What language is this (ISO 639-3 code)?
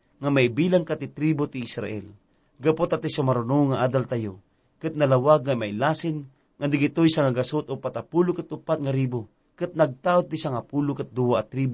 ilo